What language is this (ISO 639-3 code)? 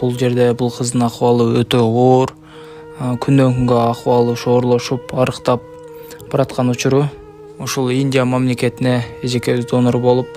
kir